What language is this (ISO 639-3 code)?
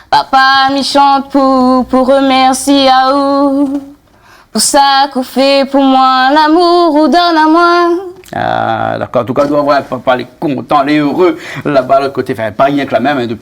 rcf